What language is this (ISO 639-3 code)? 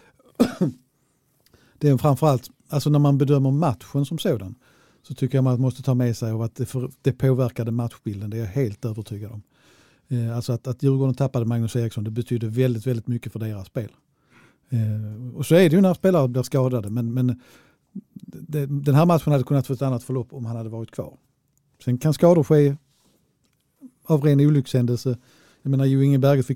swe